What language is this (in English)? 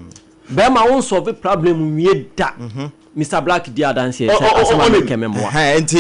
Akan